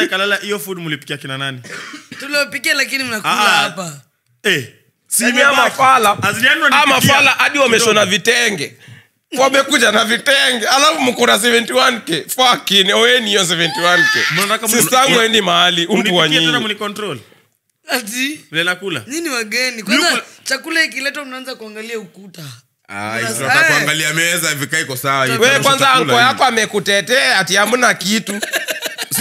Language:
Swahili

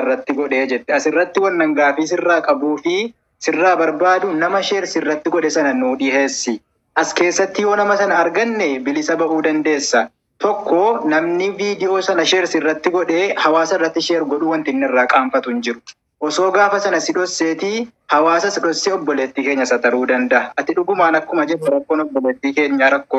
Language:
Oromo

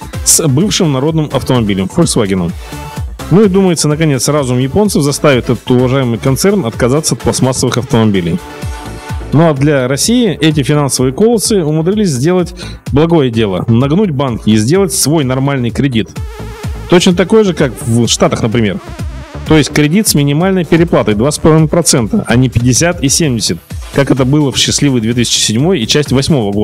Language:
Russian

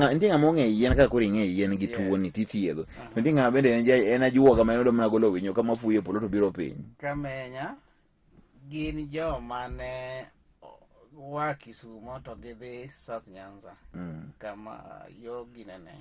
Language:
Luo (Kenya and Tanzania)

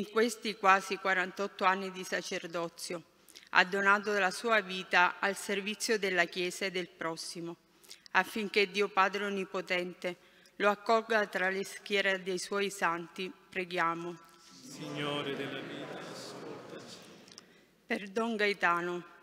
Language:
Italian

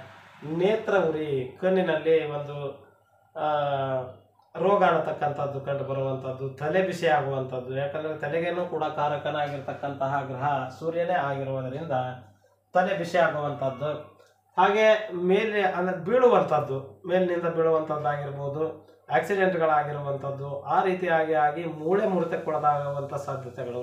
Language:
Kannada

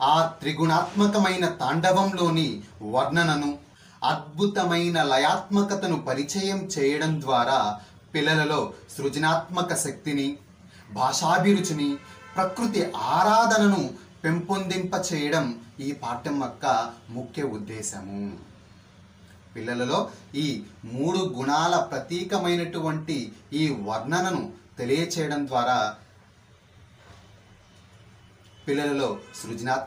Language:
Telugu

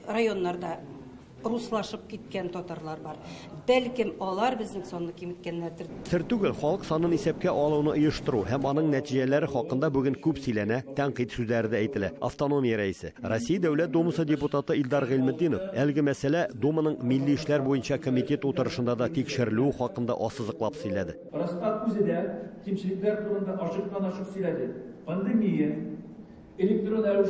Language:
Tatar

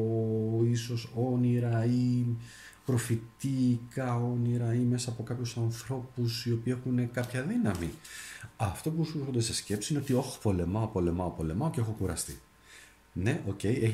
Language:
Greek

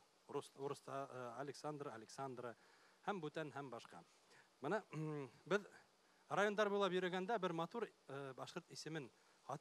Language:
Bashkir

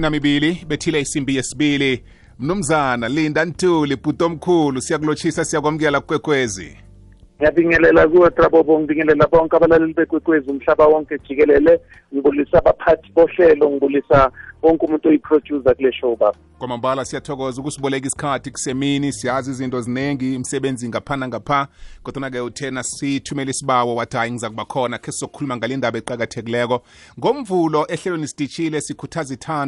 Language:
South Ndebele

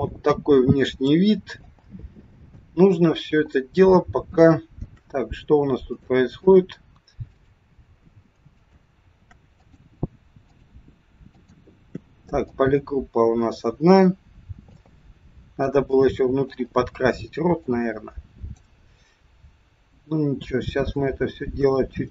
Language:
Russian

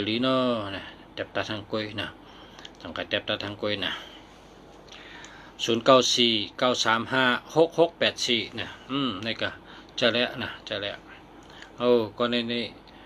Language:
Shan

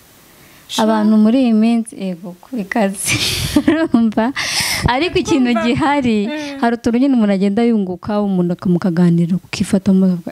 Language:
Kinyarwanda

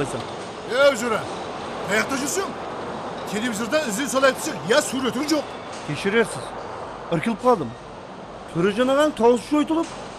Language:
Kara-Kalpak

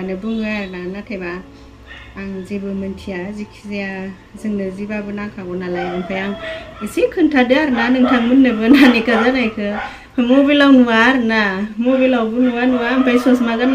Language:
Bodo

